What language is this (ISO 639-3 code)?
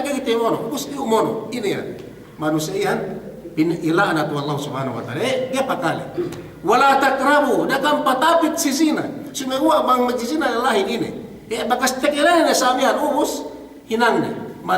yka